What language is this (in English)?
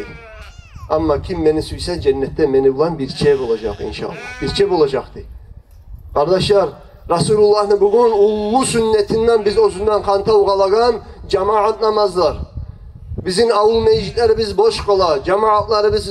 Kumyk